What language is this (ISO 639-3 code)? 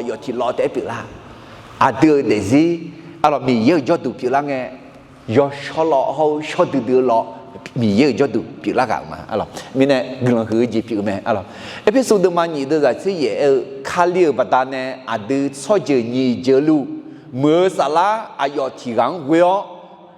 ahk